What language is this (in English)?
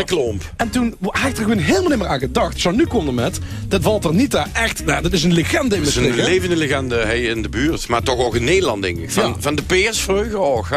Limburgish